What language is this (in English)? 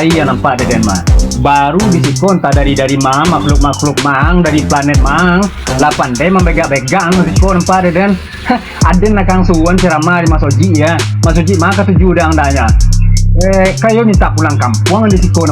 Minangkabau